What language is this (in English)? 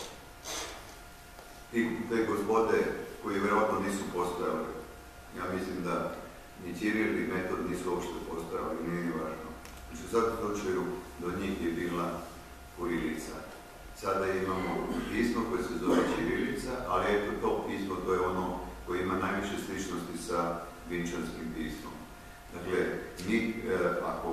Serbian